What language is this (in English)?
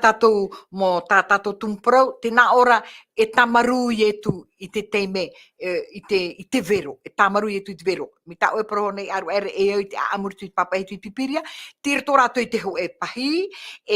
Tahitian